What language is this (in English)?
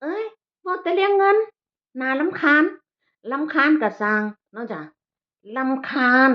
Northeastern Thai